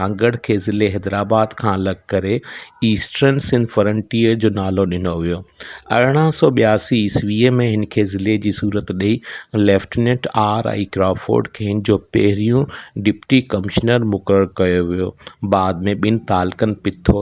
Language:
Sindhi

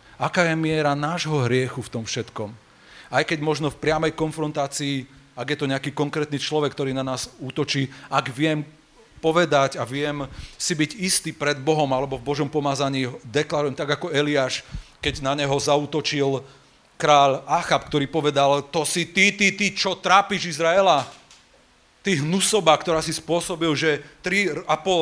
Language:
Slovak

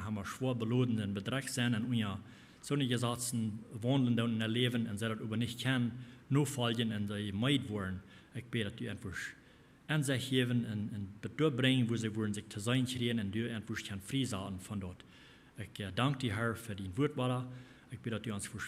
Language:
Plautdietsch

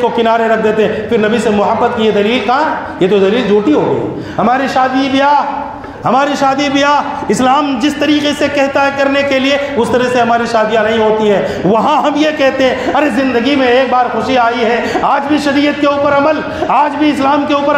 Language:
Urdu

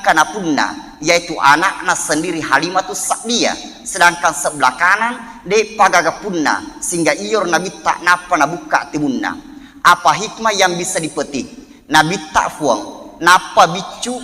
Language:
Buginese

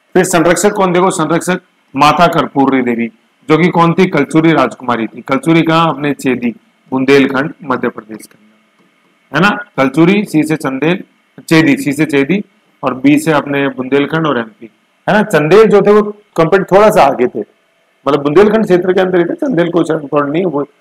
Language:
Hindi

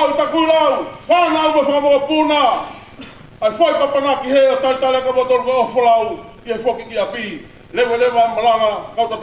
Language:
Tongan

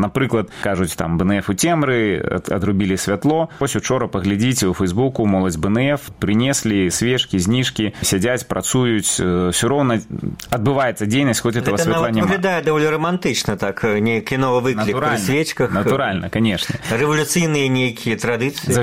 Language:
Belarusian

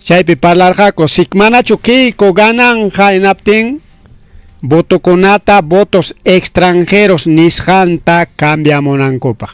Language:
Ayacucho Quechua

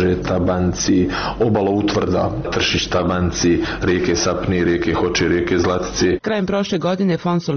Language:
Bosnian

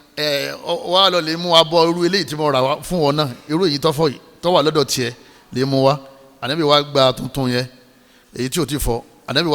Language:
Yoruba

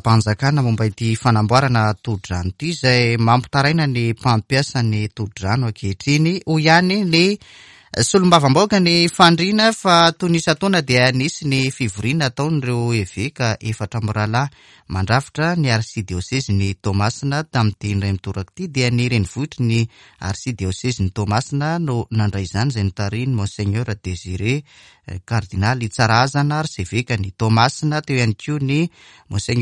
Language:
Malagasy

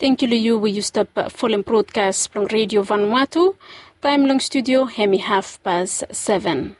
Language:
Bislama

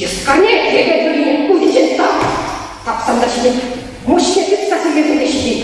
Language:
Chuvash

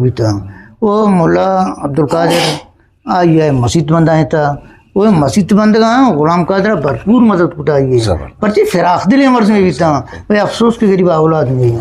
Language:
Eastern Balochi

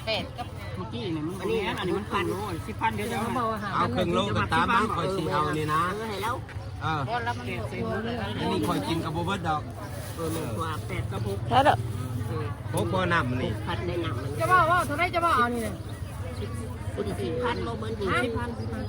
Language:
Northeastern Thai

